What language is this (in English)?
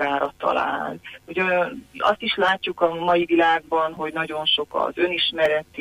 Hungarian